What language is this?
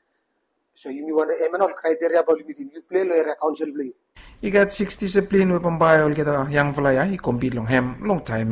Bislama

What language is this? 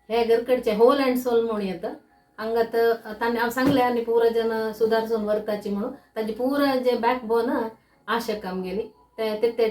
Konkani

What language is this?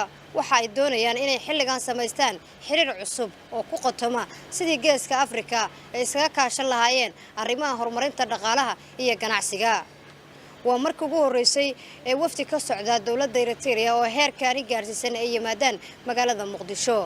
Somali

